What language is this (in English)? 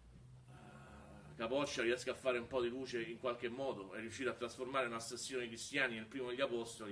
Italian